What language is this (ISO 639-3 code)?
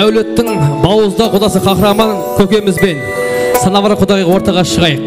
kaa